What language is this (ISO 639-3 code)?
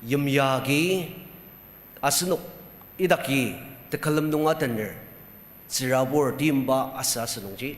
njo